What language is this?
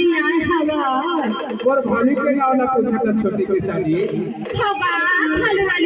Chhattisgarhi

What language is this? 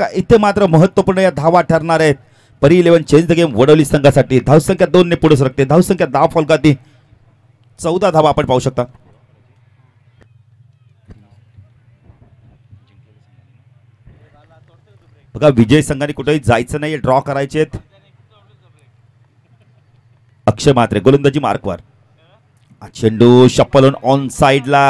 Marathi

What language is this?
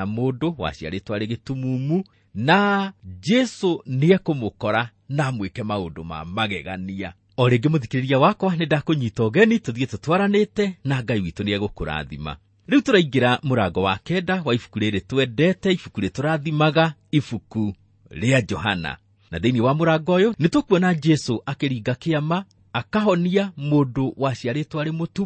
Kikuyu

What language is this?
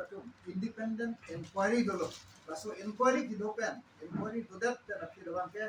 Karbi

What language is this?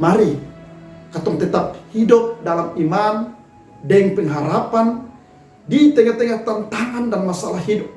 Kupang Malay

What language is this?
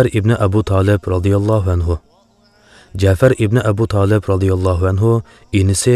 Uyghur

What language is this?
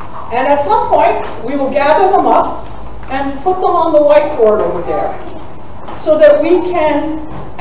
English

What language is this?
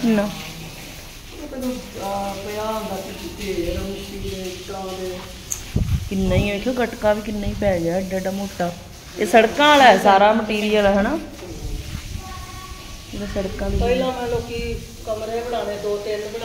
Punjabi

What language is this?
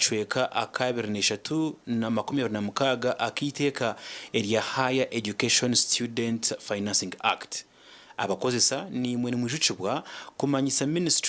Nyankole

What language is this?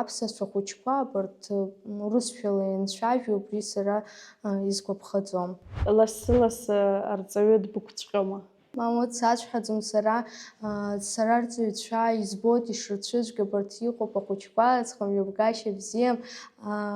Abkhazian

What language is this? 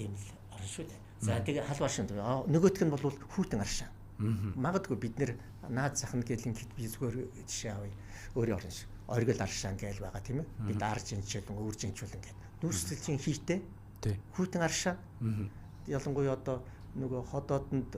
Mongolian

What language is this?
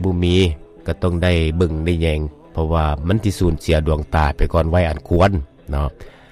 Lao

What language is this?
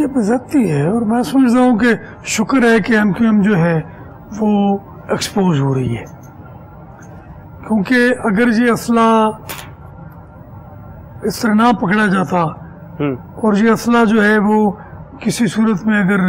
Urdu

